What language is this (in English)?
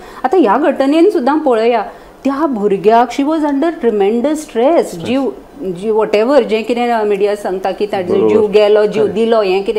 Konkani